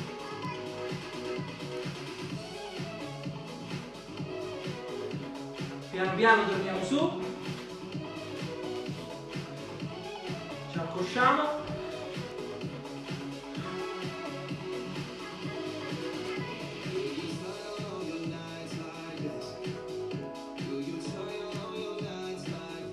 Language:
Italian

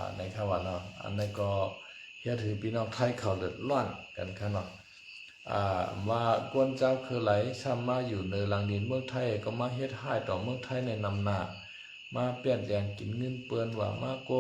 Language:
Shan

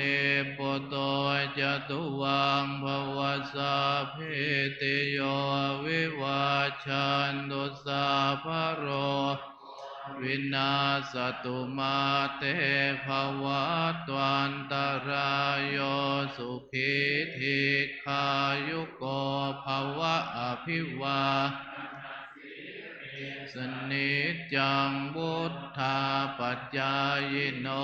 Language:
Pali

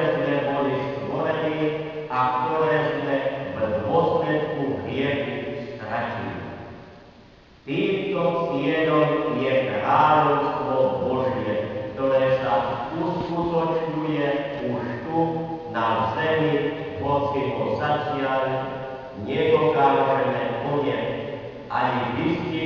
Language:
Slovak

